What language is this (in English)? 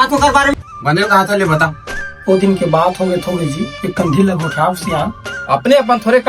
Chhattisgarhi